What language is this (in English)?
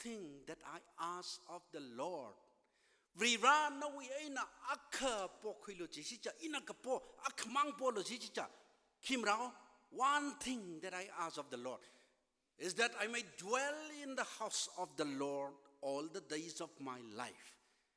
Tangkhul Naga (India)